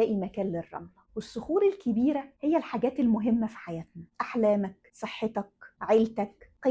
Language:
Egyptian Arabic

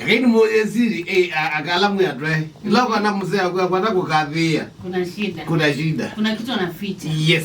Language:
Kamba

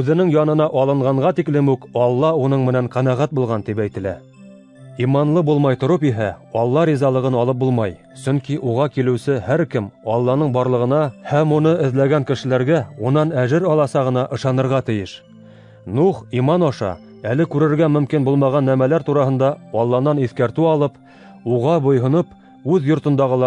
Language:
Bashkir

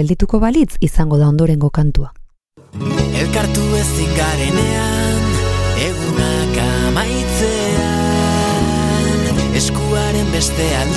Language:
Basque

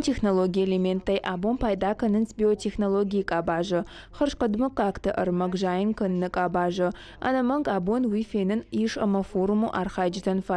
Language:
Ossetic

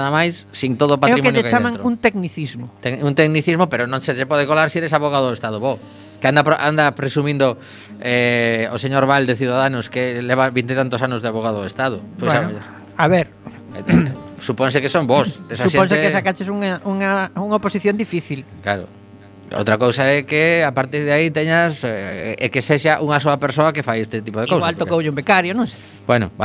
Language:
Galician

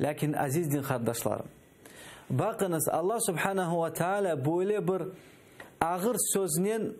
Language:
Crimean Tatar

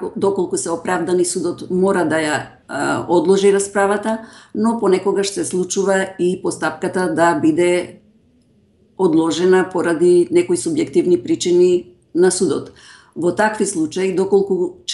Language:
Macedonian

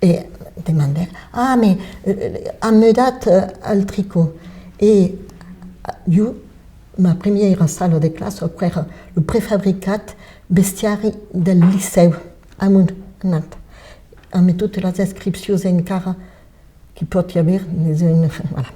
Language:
Occitan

